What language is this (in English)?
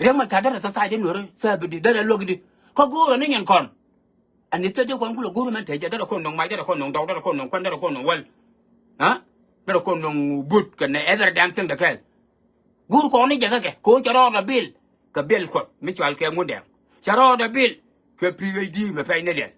Nuer